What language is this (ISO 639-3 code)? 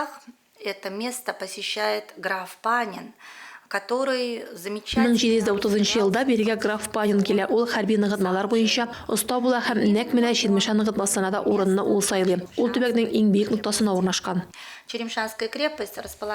tat